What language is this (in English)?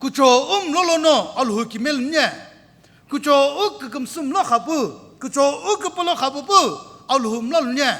Sumi Naga